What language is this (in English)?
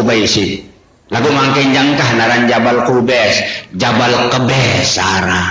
Sasak